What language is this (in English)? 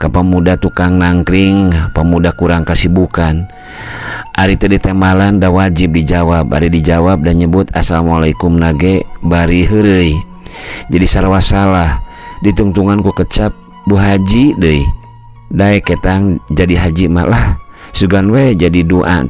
Sundanese